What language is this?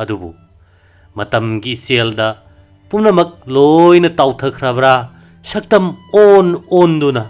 Manipuri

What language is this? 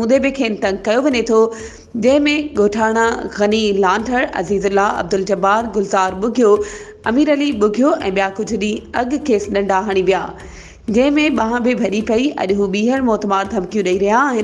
Sindhi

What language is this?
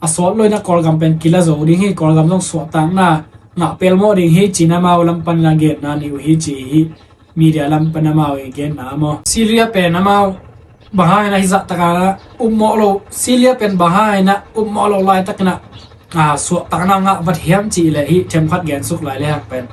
Tedim Chin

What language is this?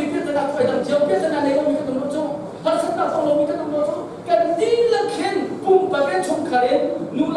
Hakha Chin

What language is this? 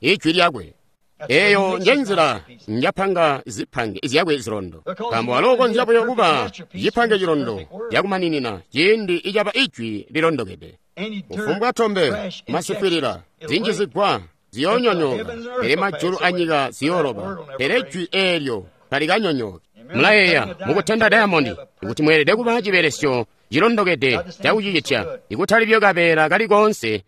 Tonga (Zambia)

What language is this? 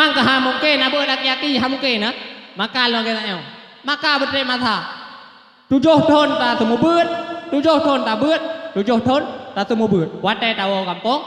Achinese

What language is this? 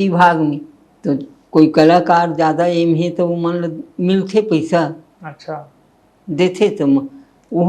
Chhattisgarhi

